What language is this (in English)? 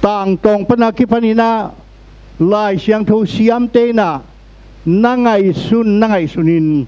Tedim Chin